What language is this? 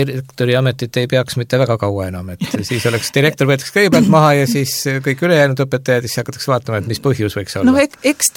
Estonian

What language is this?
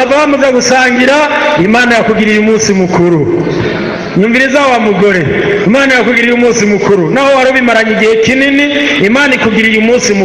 Rundi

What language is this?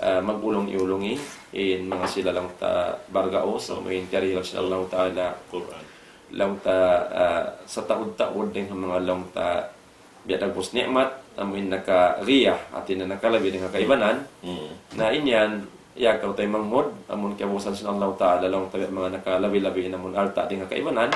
Tausug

